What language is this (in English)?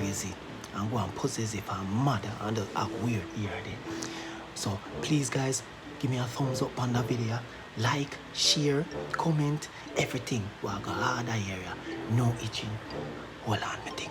Jamaican Creole English